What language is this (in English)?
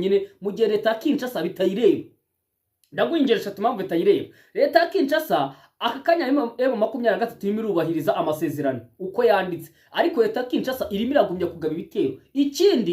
Kinyarwanda